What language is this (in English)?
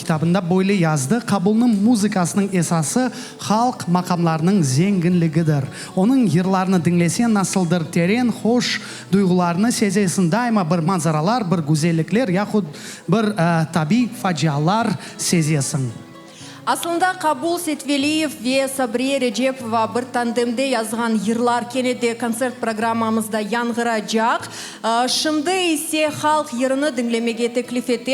Crimean Tatar